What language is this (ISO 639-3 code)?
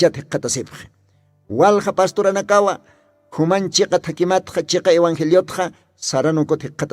aym